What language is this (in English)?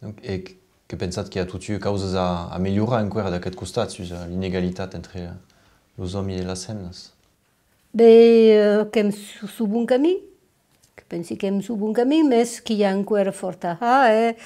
Occitan